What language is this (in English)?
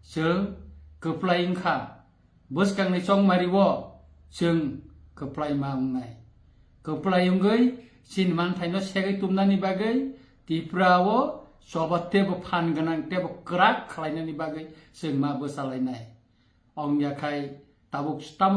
Kok Borok